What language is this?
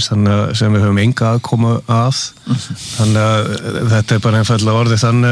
Icelandic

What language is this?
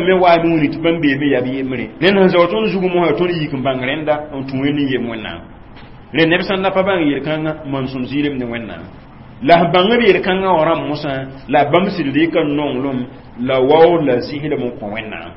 Mossi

